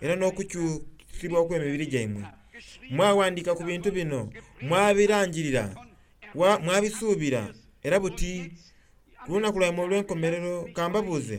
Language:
Soga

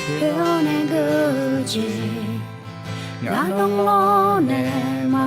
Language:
Akha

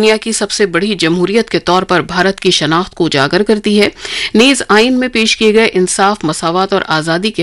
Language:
Urdu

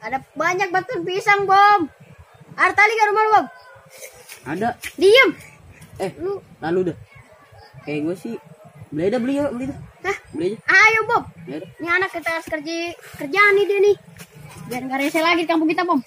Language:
Betawi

